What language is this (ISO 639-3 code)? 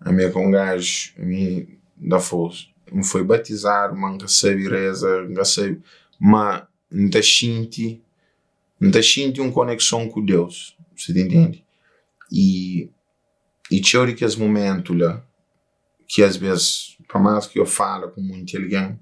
kea